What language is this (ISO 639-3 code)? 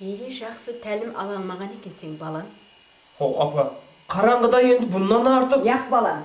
kaa